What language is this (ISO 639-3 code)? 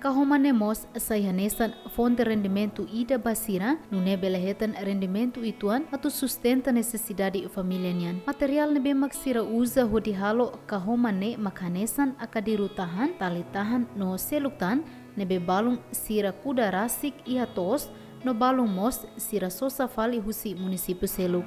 tet